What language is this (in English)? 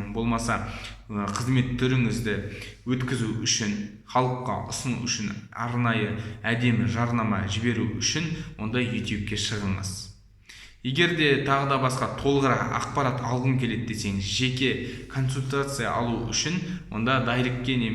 Kazakh